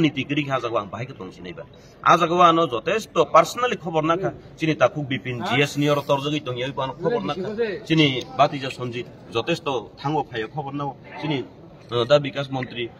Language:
Kok Borok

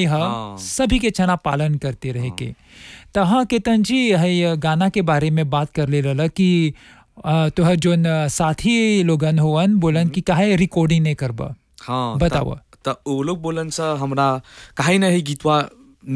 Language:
Bhojpuri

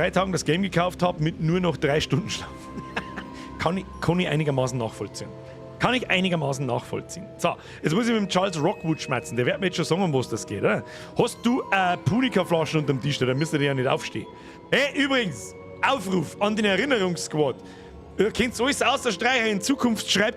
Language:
Bavarian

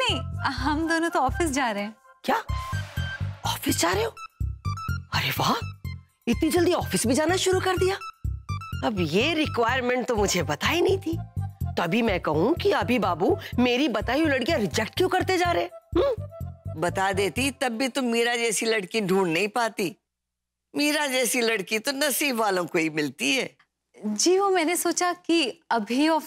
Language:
Hindi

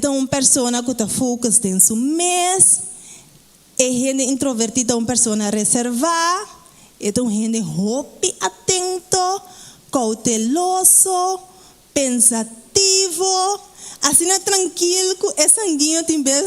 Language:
Papiamento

